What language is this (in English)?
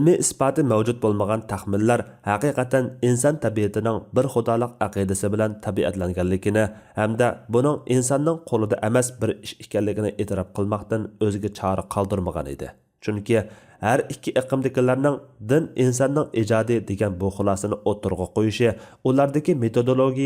Uyghur